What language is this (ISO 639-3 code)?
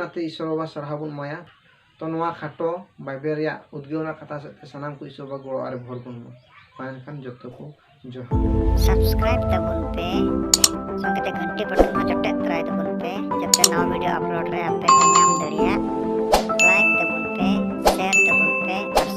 sat